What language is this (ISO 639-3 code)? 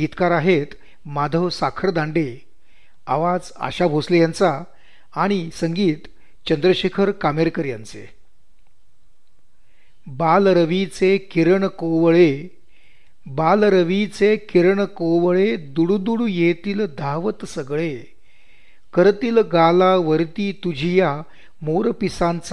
mar